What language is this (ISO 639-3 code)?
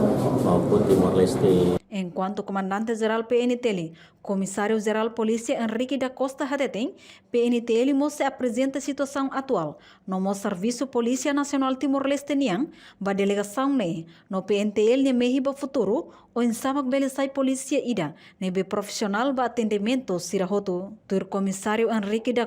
tet